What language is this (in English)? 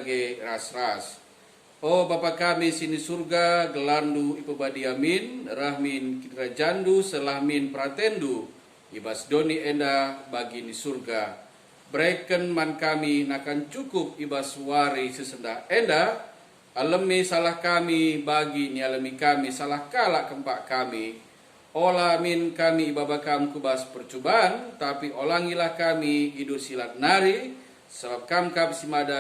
Batak Karo